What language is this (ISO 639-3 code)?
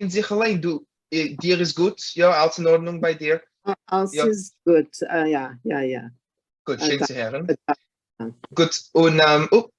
yid